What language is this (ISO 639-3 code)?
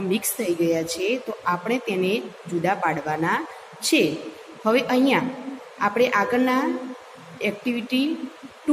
guj